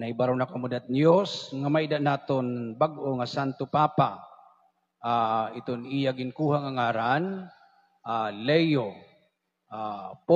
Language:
Waray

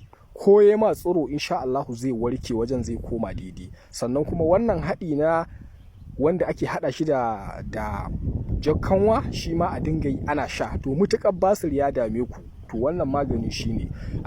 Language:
Hausa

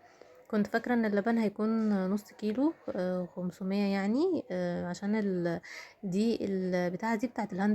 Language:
Egyptian Arabic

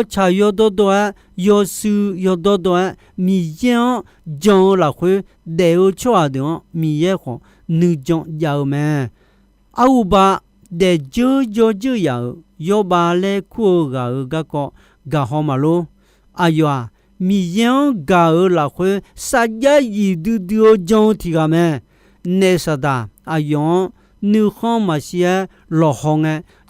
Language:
Akha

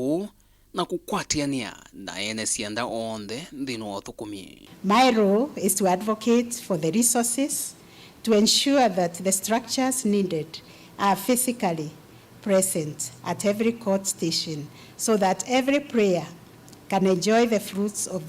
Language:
Kamba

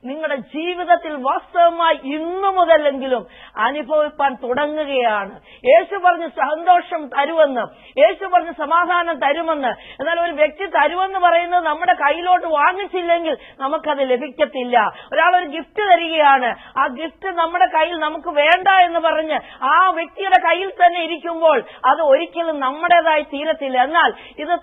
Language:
Malayalam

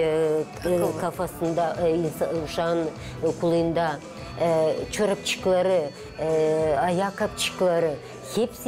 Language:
Gagauz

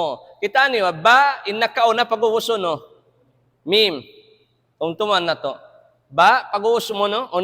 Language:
Tausug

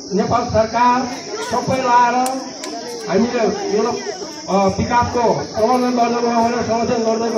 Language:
Nepali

